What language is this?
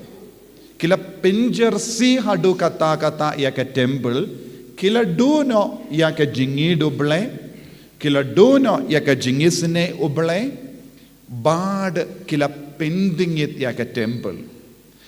Khasi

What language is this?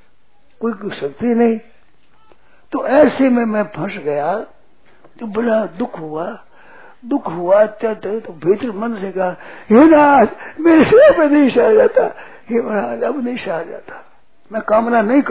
Hindi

